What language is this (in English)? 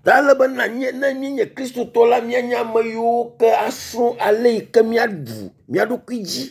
Ewe